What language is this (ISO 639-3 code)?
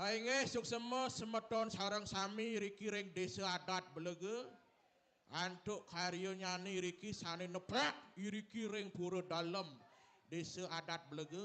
ban